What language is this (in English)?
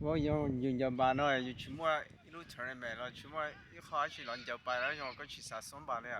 Hmong